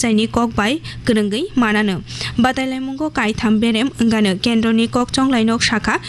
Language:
Kok Borok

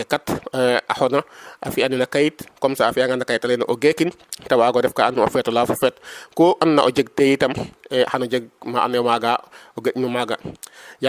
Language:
Serer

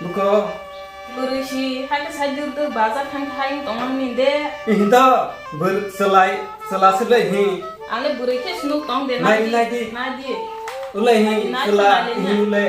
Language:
Kok Borok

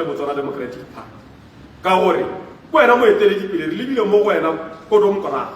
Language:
Tswana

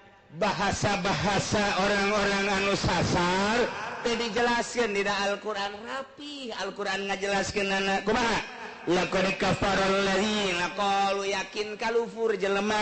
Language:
Sundanese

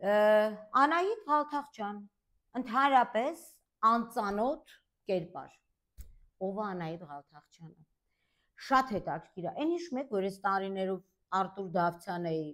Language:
Armenian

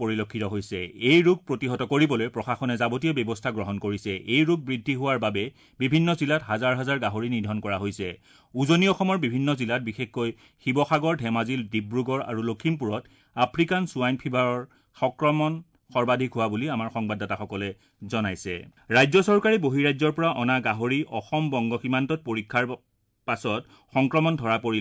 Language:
Assamese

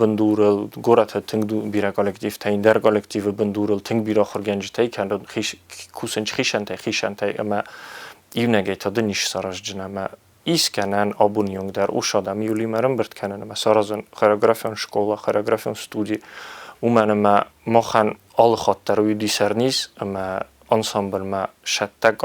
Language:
Ossetic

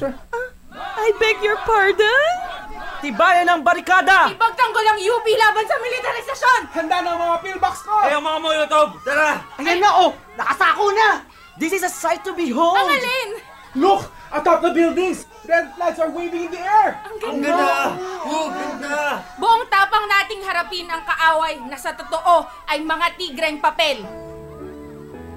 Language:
Filipino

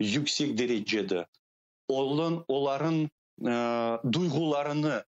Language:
Crimean Tatar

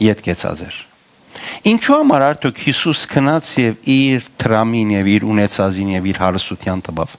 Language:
Western Armenian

